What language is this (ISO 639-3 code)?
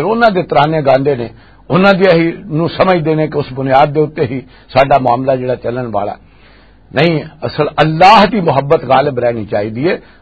lah